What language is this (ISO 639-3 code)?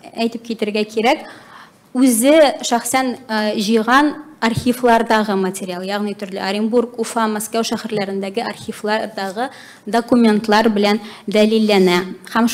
tat